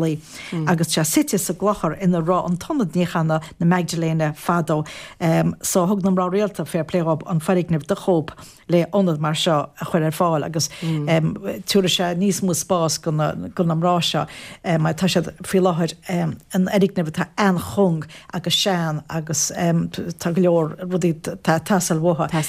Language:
Irish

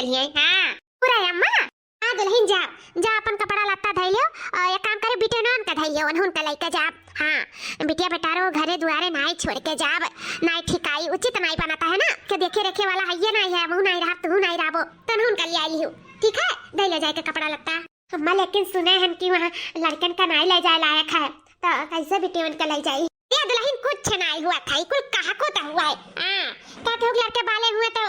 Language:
Awadhi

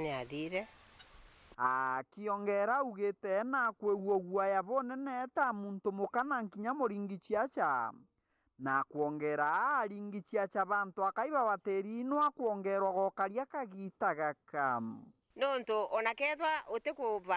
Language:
Meru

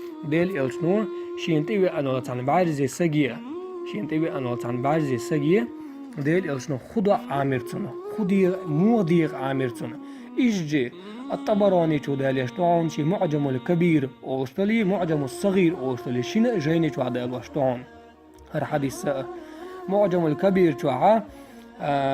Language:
Chechen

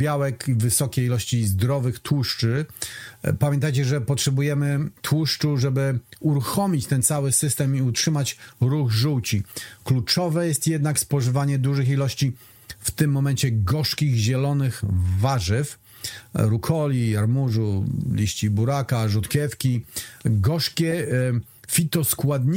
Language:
Polish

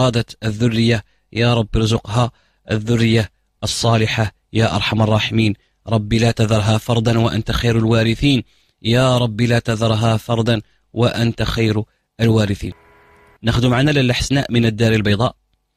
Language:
Moroccan Arabic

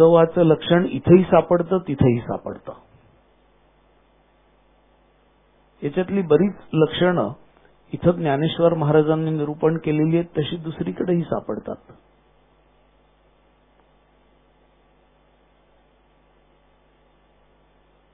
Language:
Marathi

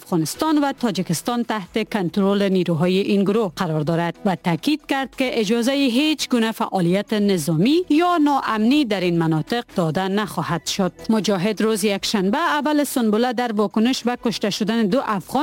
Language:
Persian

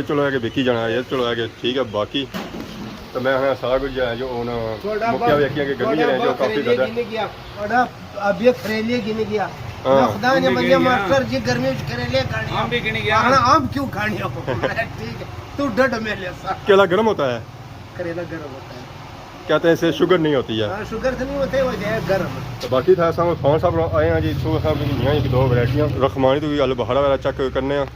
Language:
Pahari-Potwari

